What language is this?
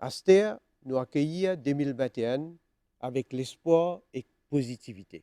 Morisyen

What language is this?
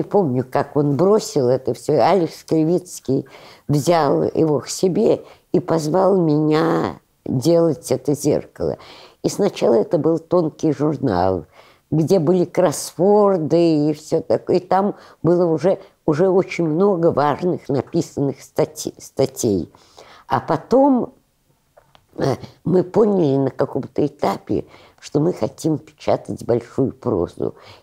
Russian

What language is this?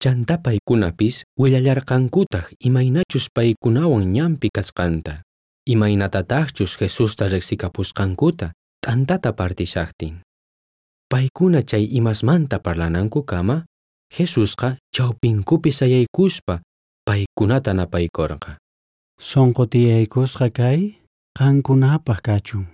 South Bolivian Quechua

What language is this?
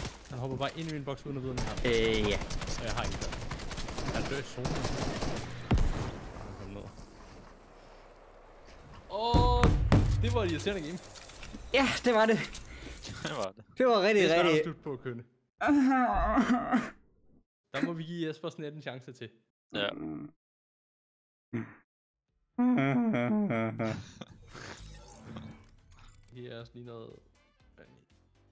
Danish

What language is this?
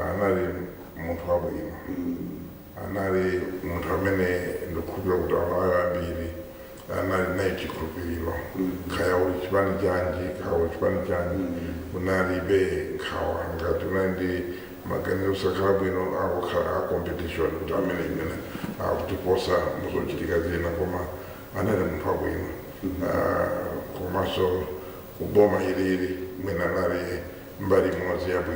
Nyanja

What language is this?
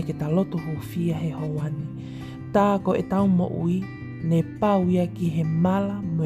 Tongan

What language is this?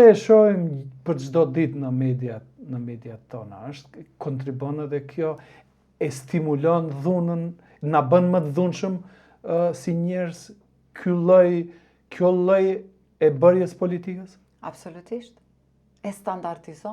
Albanian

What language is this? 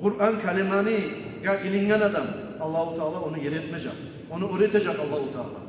Kumyk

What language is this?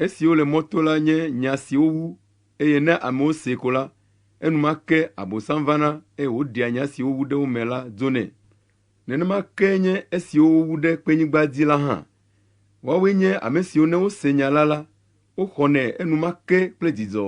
Ewe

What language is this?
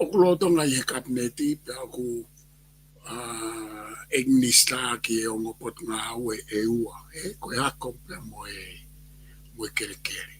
Tongan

